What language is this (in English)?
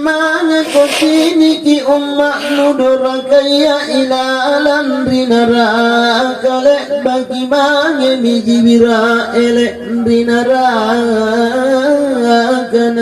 Makasar